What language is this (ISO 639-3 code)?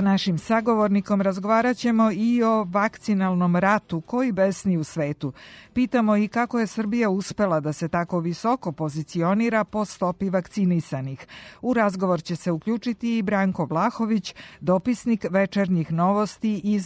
srp